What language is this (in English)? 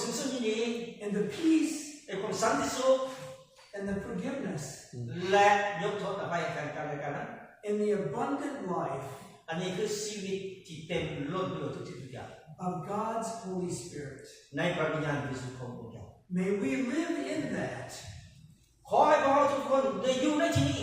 Lao